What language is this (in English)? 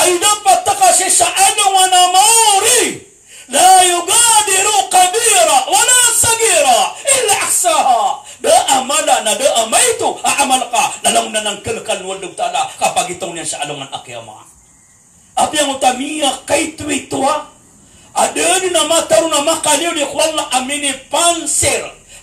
Maranao